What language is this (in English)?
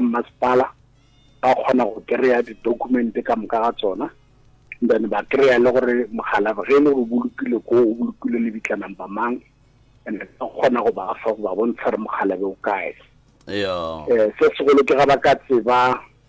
Northern Sotho